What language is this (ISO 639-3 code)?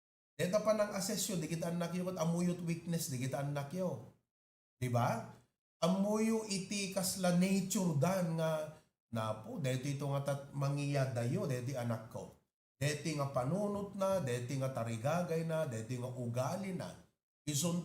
ilo